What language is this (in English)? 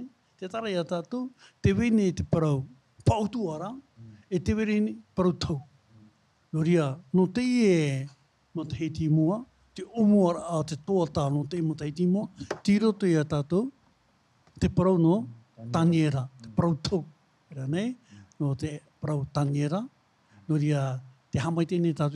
Tahitian